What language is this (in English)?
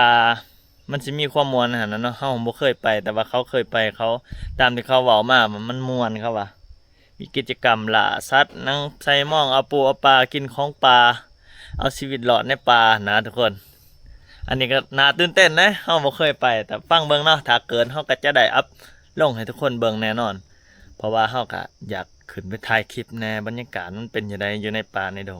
Lao